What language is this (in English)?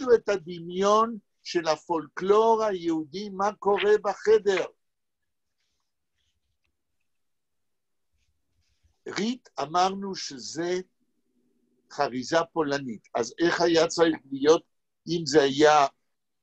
Hebrew